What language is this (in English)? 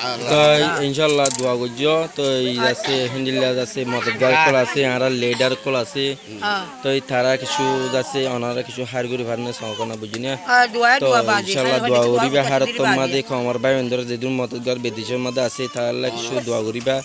Rohingya